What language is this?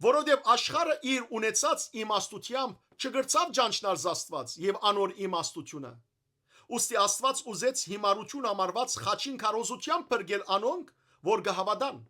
Western Armenian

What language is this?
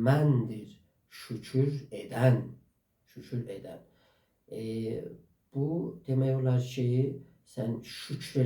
South Azerbaijani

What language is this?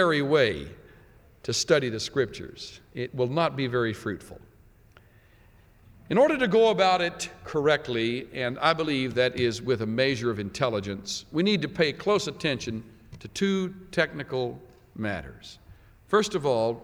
English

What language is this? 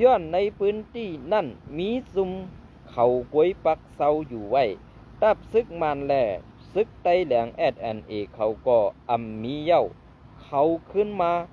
Shan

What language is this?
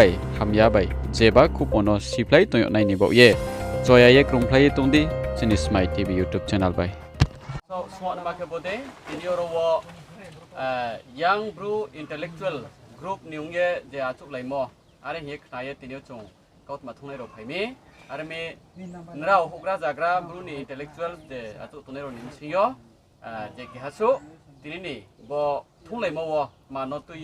Riang (India)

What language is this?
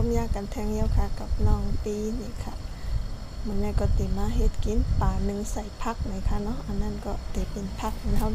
Shan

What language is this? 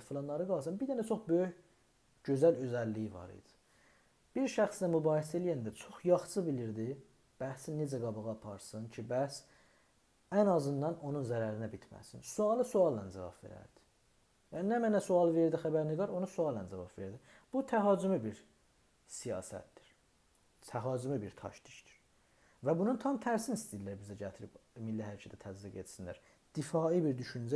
South Azerbaijani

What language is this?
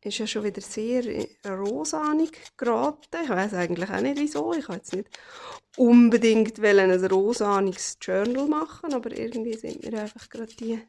Swiss German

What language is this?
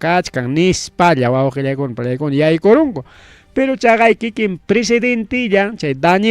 Ayacucho Quechua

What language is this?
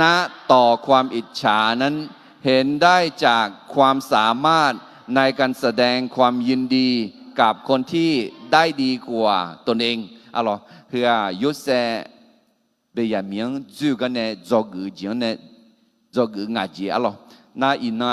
Akha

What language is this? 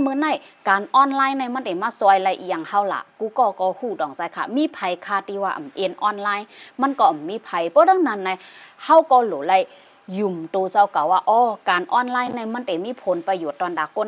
Shan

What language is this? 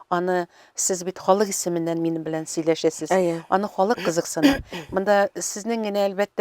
Tatar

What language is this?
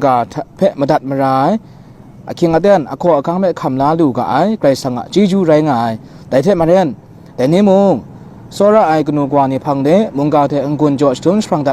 Kachin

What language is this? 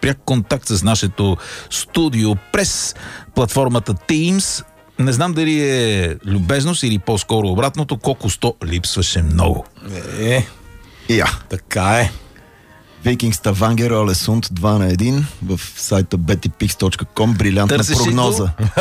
Bulgarian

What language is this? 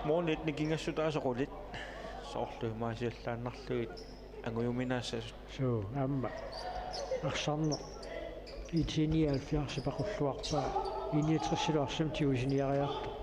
Kalaallisut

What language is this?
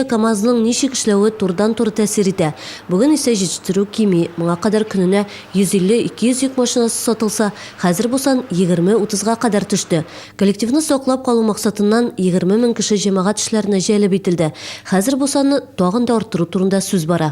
Tatar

